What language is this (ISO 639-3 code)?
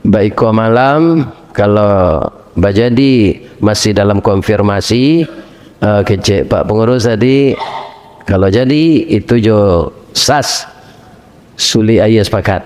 min